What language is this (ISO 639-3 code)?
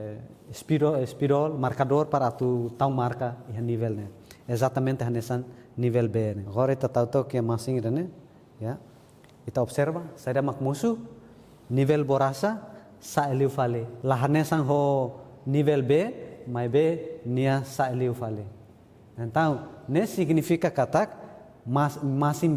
tet